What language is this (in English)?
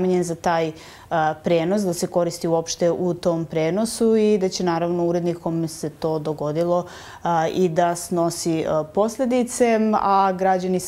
Serbian